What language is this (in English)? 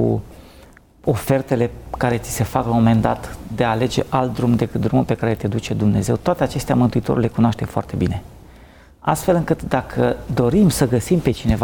Romanian